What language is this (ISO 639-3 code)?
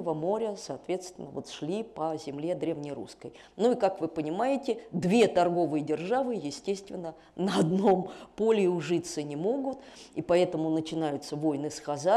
rus